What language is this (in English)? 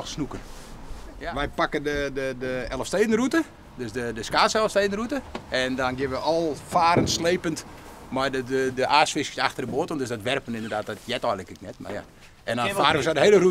Western Frisian